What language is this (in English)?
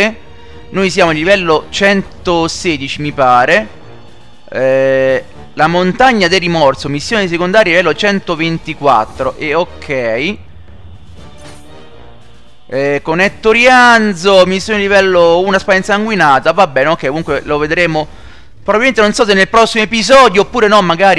Italian